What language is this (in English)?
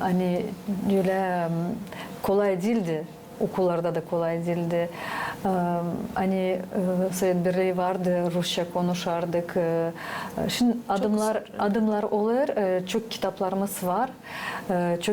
Gagauz